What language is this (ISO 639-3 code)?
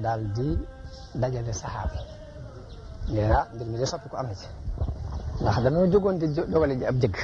wol